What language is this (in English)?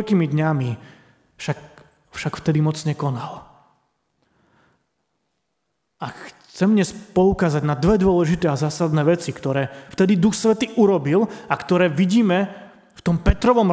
Slovak